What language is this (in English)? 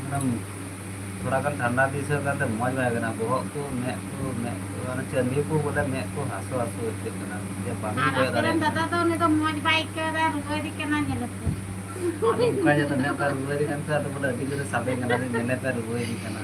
Santali